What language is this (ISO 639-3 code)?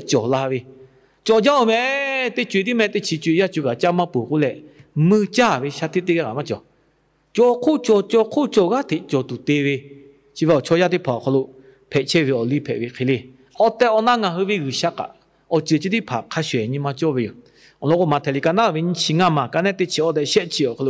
lhu